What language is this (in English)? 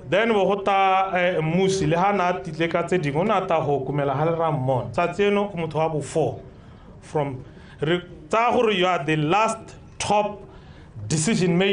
Tswana